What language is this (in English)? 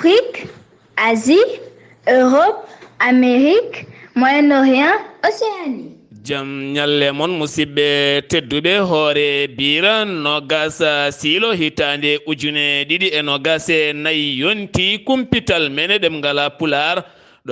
Fula